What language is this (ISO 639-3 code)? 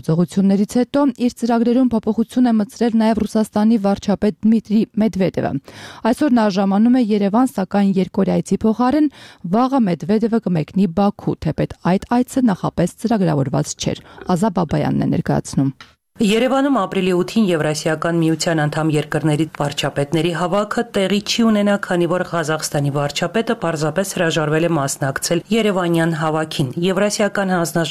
hye